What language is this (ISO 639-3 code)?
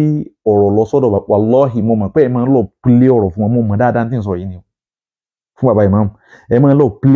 yor